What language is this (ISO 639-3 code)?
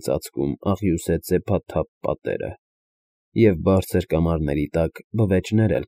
hye